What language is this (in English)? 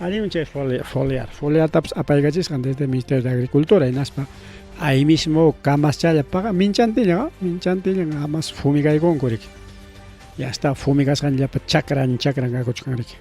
Ayacucho Quechua